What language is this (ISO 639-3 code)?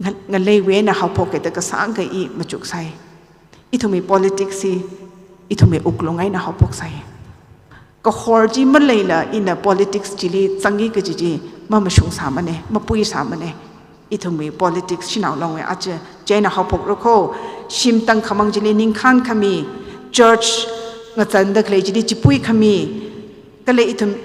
nmf